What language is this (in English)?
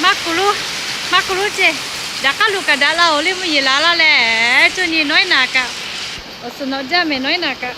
Lahu